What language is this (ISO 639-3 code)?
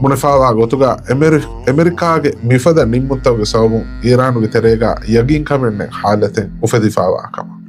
div